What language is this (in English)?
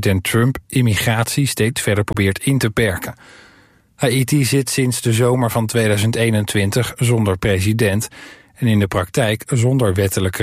Dutch